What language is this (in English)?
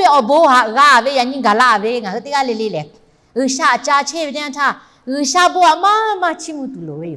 Lahu